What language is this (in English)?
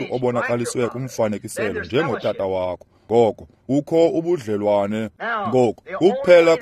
Xhosa